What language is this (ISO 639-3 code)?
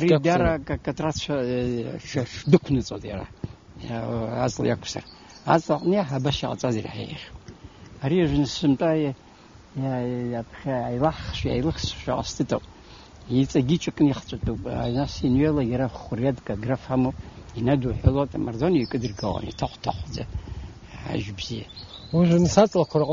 abk